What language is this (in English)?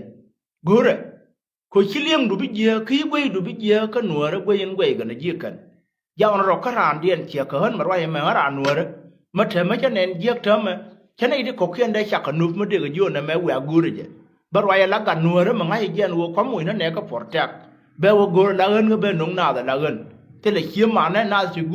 Nuer